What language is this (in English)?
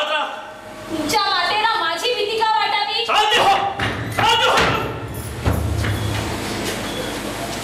Marathi